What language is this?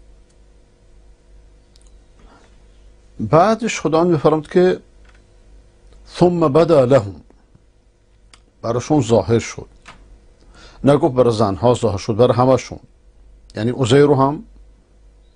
Persian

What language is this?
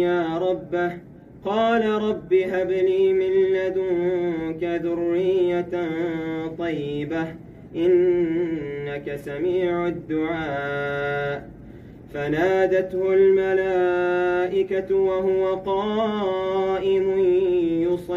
Arabic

